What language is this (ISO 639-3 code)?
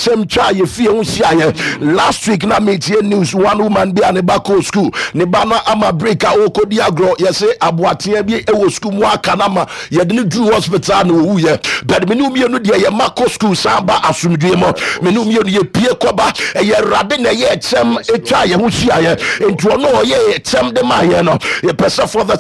aka